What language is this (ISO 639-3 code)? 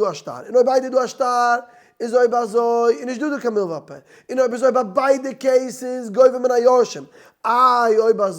yid